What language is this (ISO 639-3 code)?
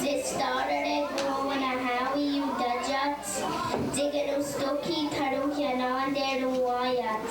moh